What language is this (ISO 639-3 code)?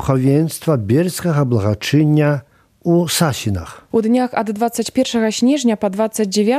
bel